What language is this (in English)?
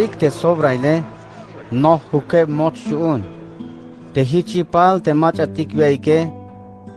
Tzeltal